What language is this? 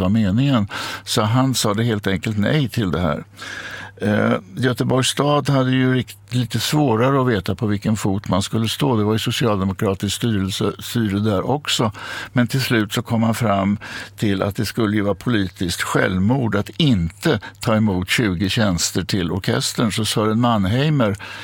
Swedish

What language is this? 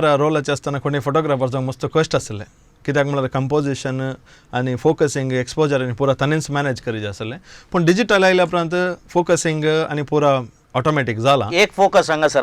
Konkani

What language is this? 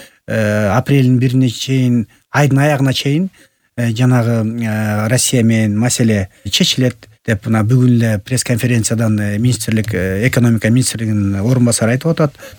Kyrgyz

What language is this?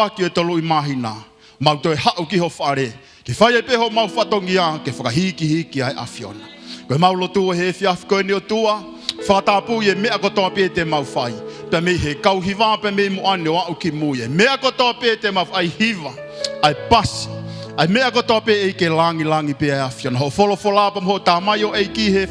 Tongan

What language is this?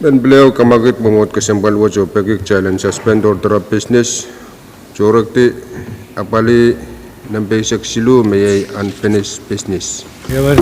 Pohnpeian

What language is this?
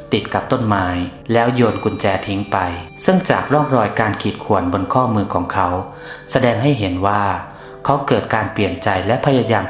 Lao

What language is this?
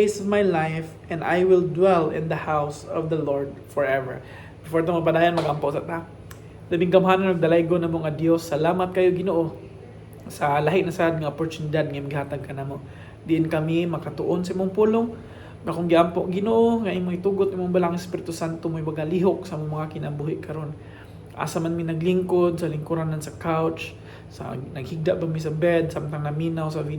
Cebuano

